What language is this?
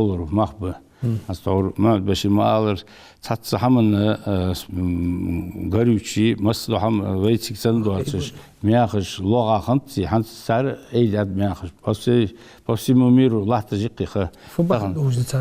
Ingush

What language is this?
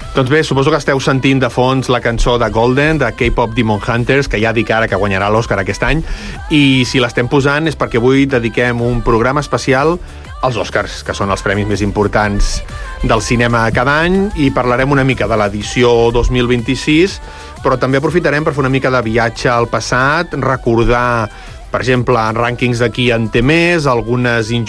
Catalan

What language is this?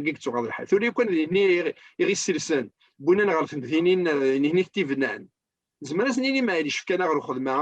Kabyle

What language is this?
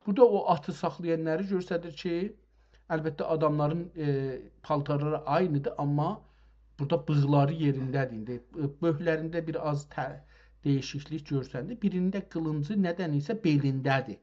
South Azerbaijani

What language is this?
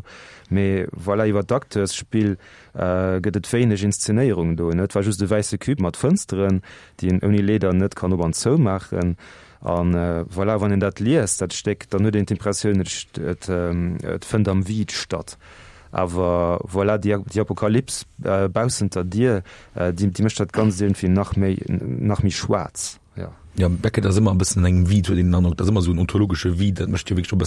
Luxembourgish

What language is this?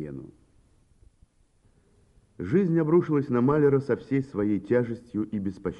Russian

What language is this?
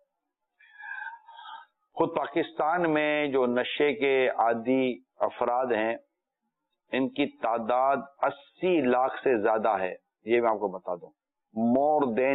Urdu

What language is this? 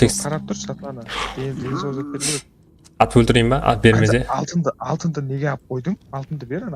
Kara-Kalpak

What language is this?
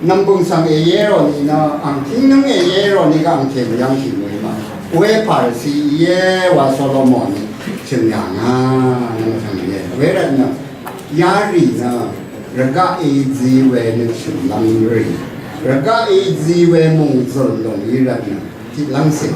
Rawang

